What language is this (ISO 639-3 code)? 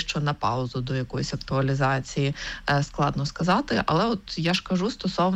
ukr